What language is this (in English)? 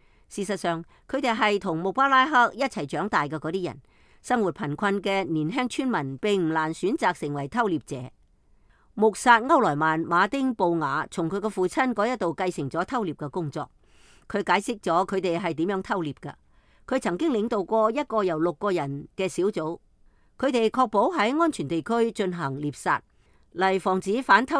Cantonese